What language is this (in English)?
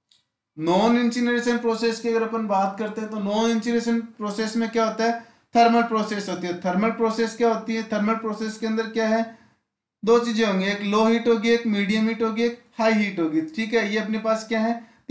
Hindi